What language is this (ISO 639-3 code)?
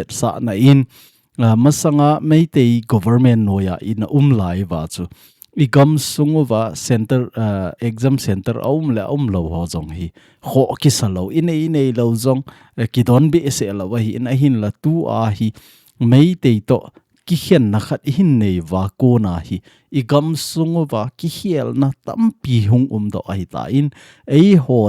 tcz